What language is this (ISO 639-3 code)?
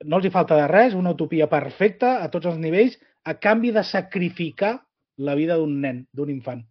cat